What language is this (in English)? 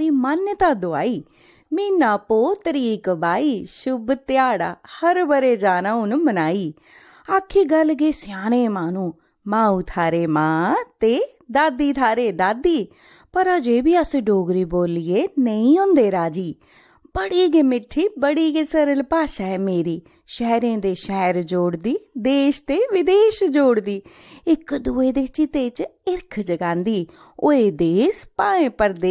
Dogri